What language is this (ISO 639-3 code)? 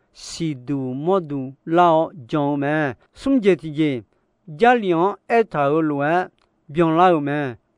ahk